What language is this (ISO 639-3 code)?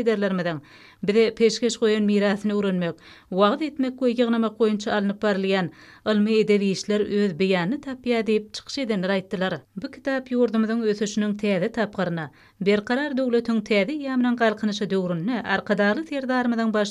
tuk